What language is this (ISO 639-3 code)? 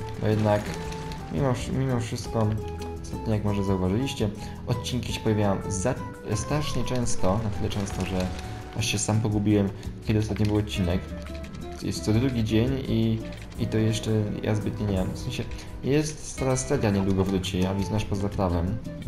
pol